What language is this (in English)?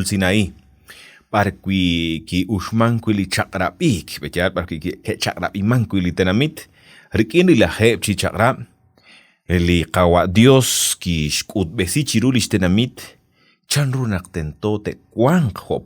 Kekchí